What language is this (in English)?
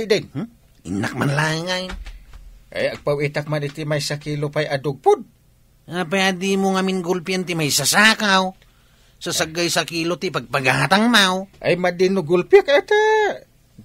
Iloko